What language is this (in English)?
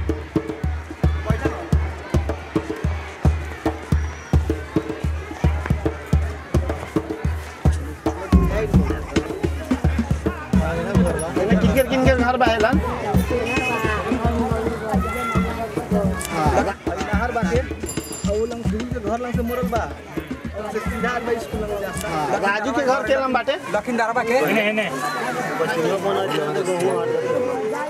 Bhojpuri